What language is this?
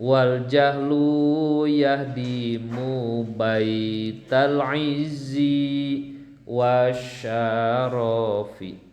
Sundanese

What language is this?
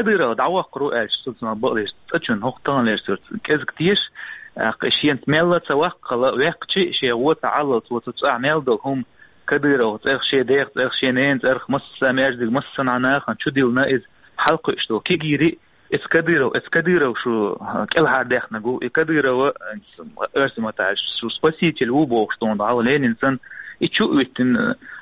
Chechen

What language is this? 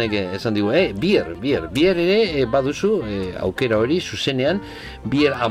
Basque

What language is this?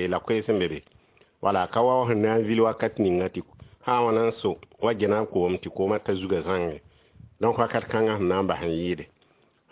Mossi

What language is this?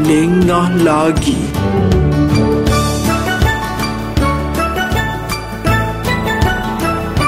Malay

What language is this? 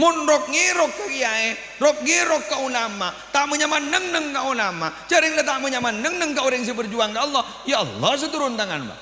Madurese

